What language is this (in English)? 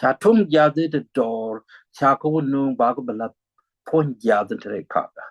Nuer